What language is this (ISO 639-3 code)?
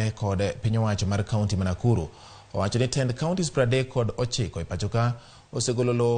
luo